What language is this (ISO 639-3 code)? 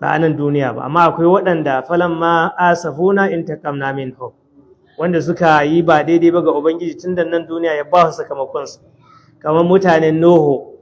hau